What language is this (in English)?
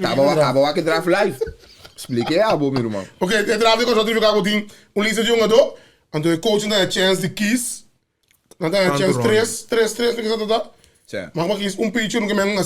Papiamento